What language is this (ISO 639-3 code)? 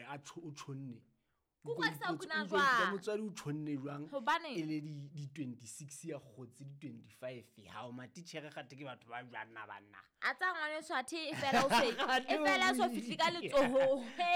sot